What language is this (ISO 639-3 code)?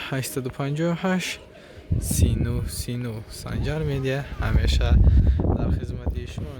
tgk